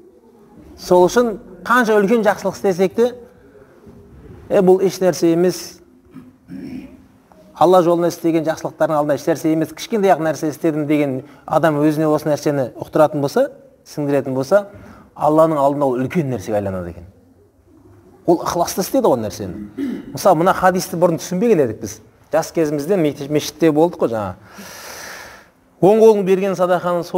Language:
Kazakh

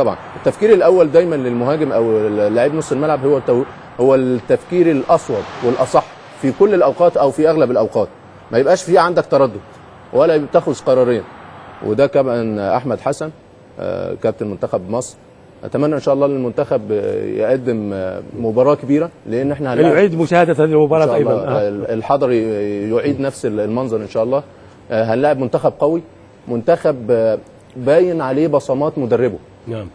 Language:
Egyptian Arabic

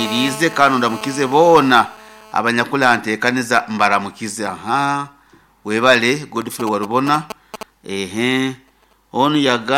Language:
Nyoro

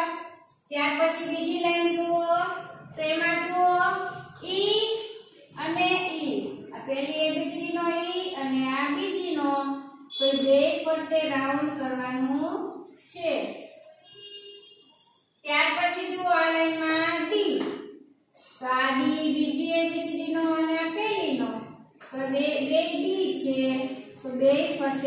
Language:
Gujarati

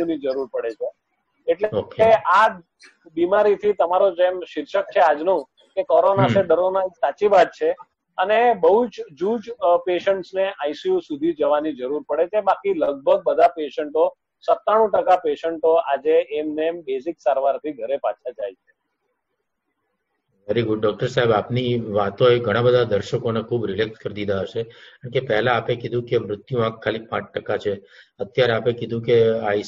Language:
Gujarati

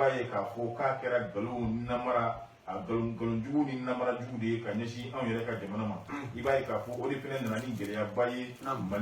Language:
Bambara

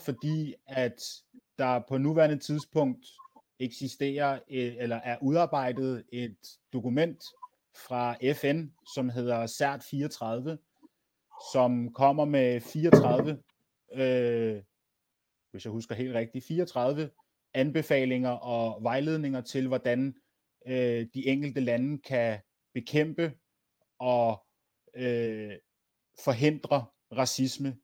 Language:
Danish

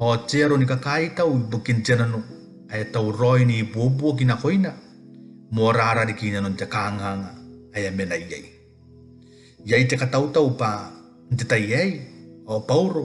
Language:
Gilbertese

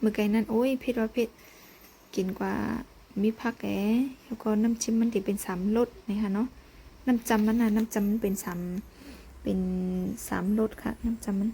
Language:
Shan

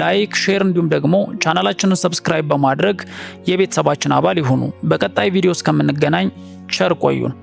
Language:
Amharic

